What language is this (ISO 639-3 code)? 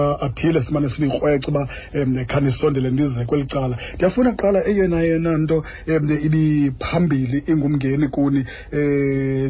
xho